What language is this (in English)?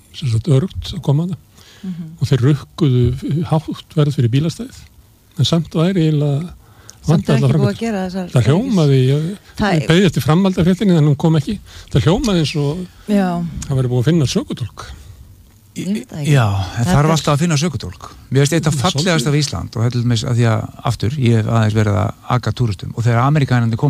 Icelandic